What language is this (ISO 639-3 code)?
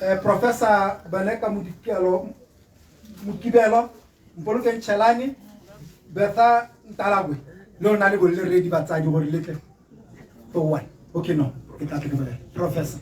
tsn